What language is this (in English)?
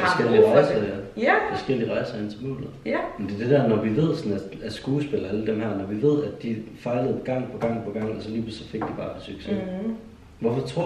Danish